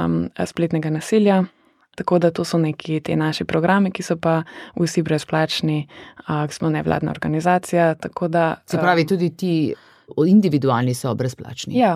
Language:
Slovenian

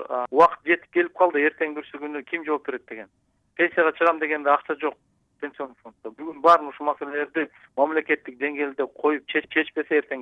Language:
Kyrgyz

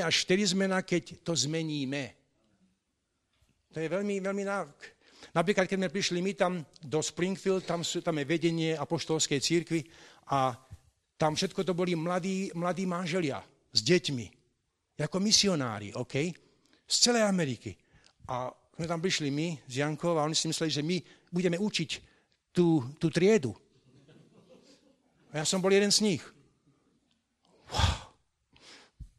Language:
Slovak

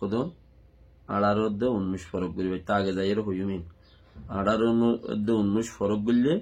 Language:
Rohingya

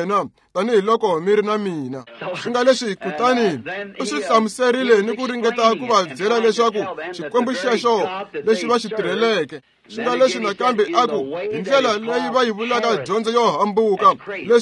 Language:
Tsonga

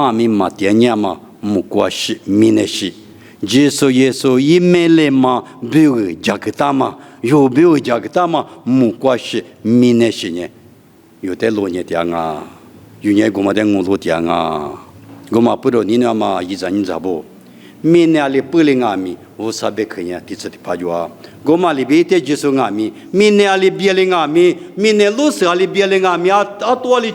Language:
Lisu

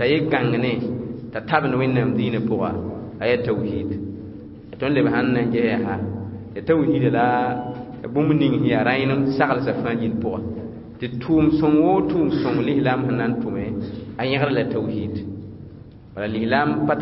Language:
Mossi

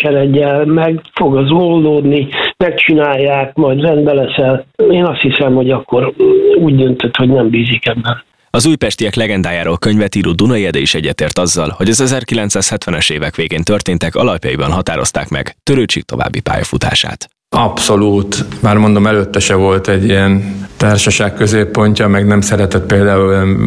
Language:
Hungarian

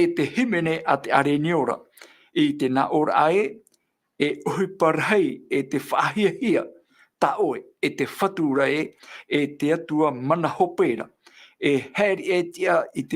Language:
Tahitian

